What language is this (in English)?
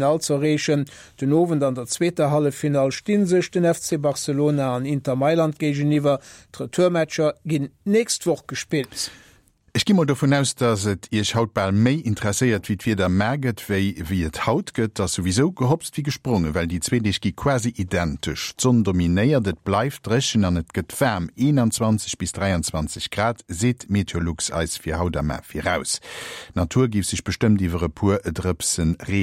Luxembourgish